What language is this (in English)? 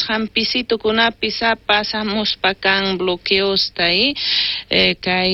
South Bolivian Quechua